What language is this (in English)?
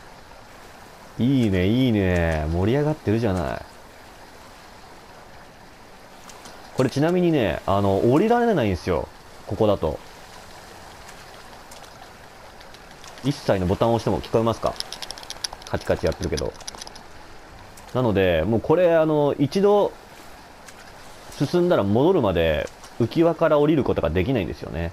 Japanese